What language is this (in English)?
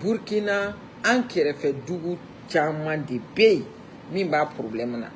Bambara